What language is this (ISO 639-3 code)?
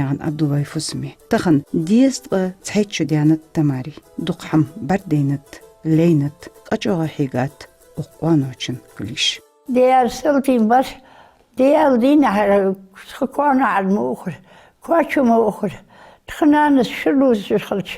inh